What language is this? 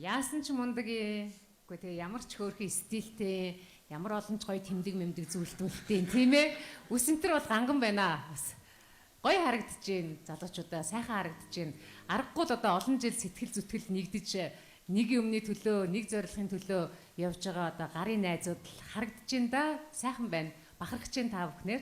Mongolian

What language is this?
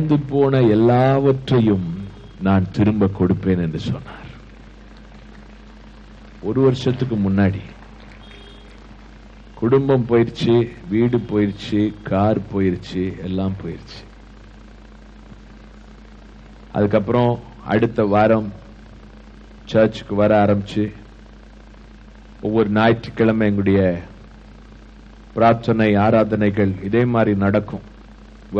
Tamil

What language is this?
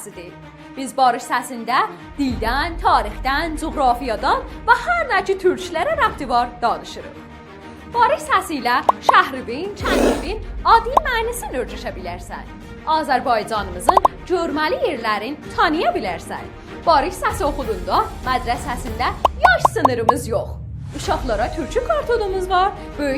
South Azerbaijani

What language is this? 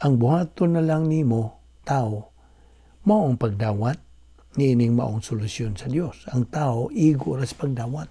Cebuano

